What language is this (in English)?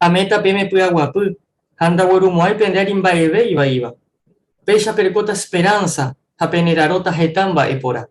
Guarani